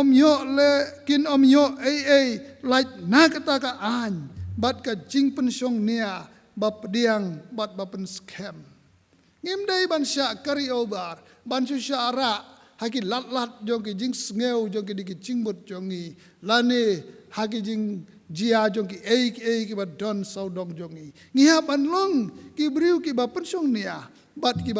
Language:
Khasi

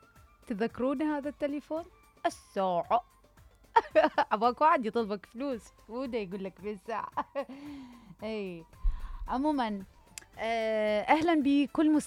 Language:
Mesopotamian Arabic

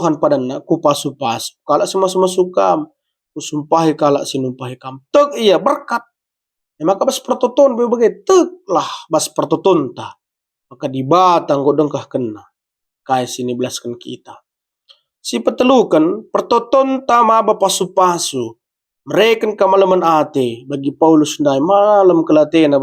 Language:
Batak Karo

